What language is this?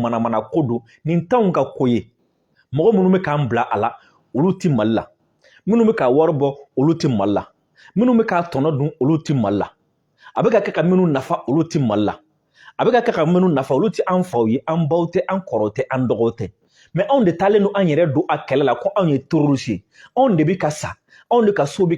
Bambara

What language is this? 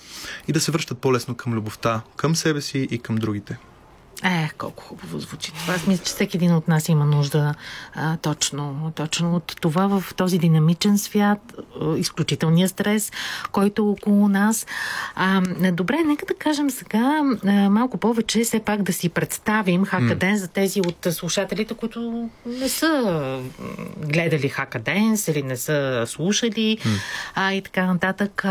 Bulgarian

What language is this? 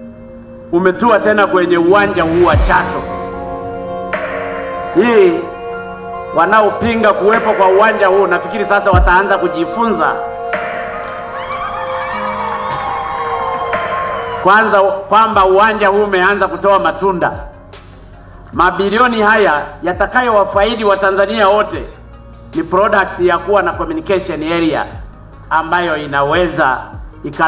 Swahili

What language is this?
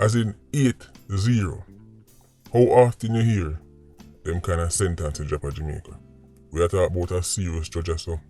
Jamaican Creole English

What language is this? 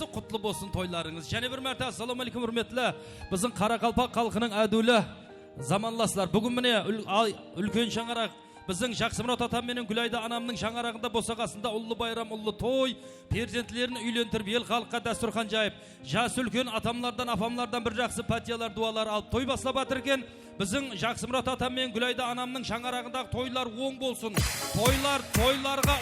Kara-Kalpak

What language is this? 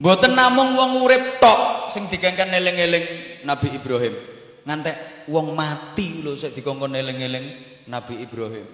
Javanese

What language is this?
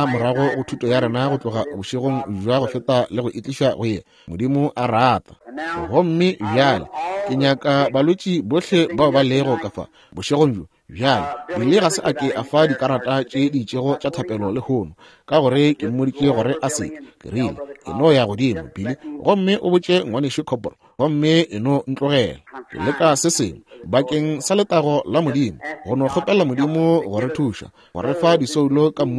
Northern Sotho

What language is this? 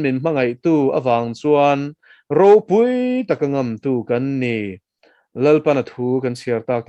Mizo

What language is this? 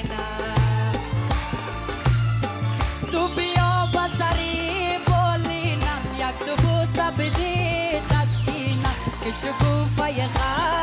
Persian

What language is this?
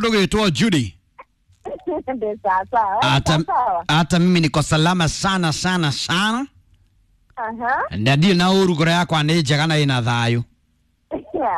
Kikuyu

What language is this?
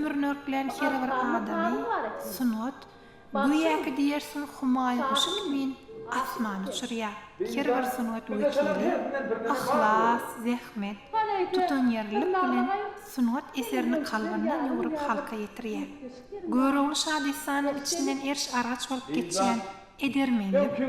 Turkmen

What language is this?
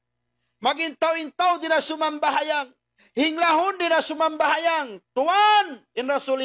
Tausug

